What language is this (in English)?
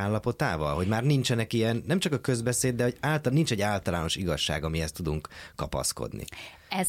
Hungarian